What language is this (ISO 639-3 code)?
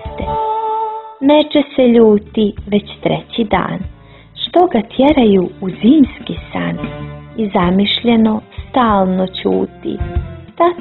hrv